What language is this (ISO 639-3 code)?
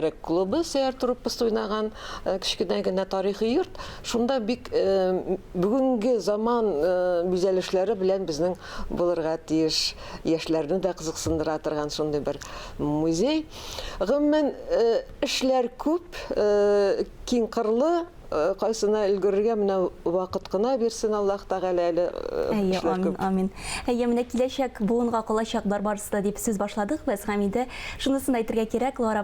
tat